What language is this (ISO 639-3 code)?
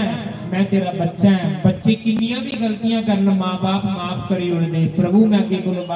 doi